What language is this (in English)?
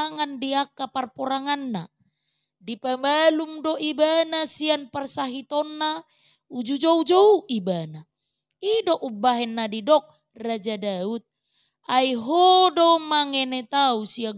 Batak Toba